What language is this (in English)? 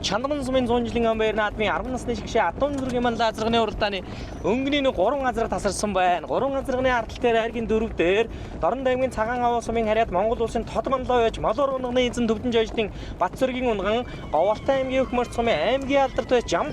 Mongolian